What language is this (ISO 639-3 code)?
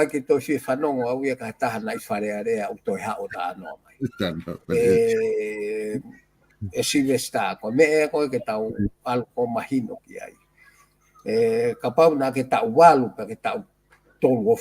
ton